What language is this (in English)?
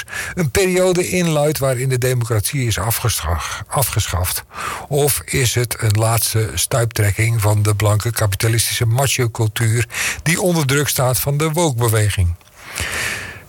Dutch